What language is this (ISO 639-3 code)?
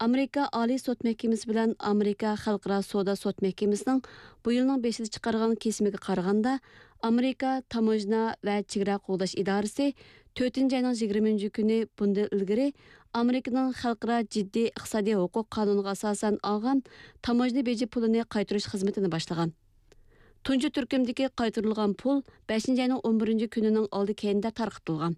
uig